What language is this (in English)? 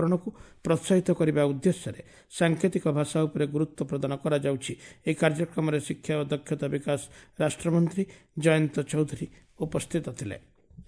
Odia